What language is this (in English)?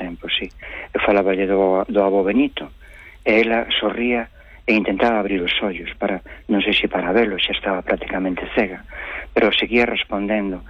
Galician